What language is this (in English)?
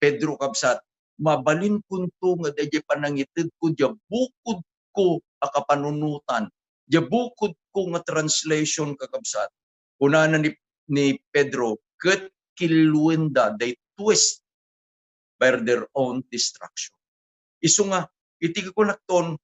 Iloko